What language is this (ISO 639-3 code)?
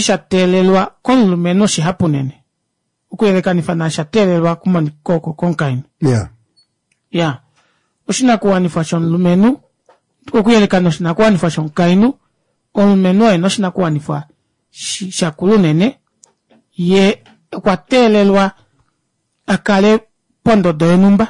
kua